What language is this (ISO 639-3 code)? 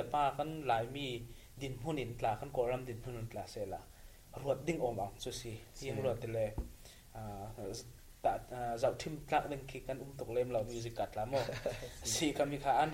cfm